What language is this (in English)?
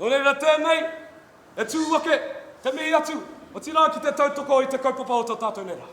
Māori